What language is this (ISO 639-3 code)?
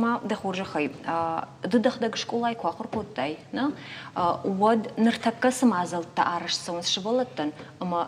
oss